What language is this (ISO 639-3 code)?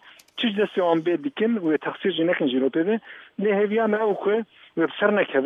kur